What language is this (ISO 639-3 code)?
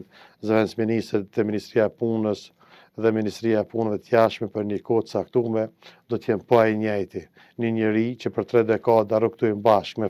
sqi